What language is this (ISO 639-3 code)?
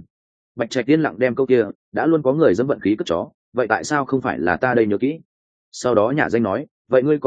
vie